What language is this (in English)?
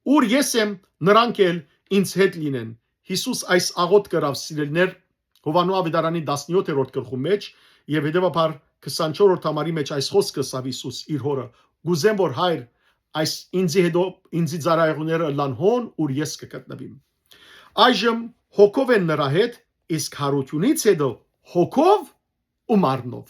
Western Armenian